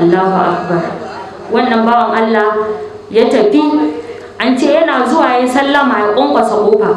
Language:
Hausa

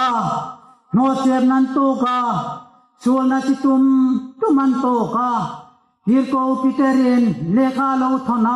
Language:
Hmar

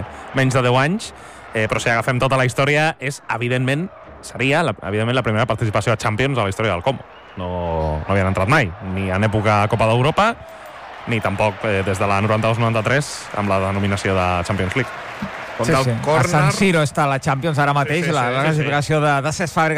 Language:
Catalan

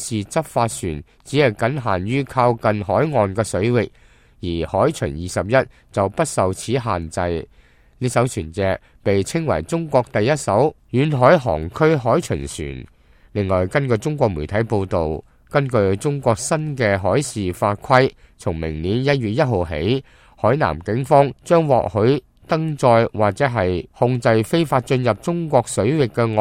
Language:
Cantonese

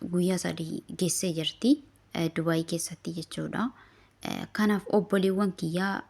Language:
Oromo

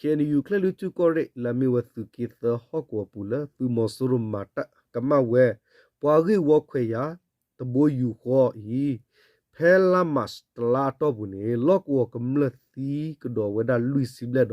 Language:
S'gaw Karen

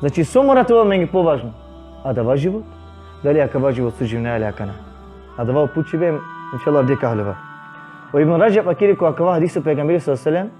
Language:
Balkan Romani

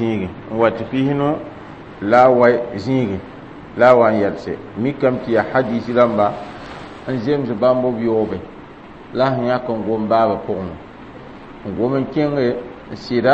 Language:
Mossi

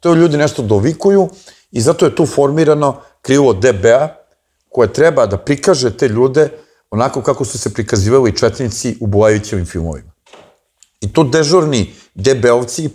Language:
Serbian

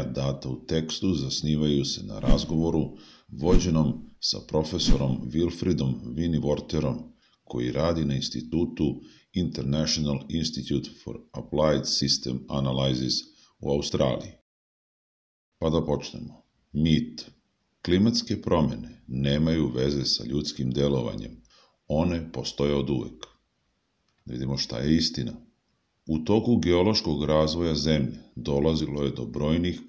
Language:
Serbian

